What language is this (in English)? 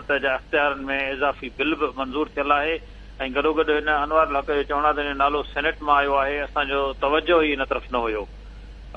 Sindhi